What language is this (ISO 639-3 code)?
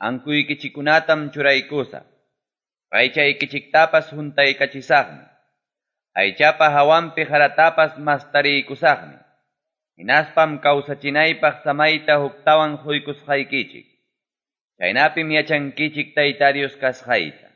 quy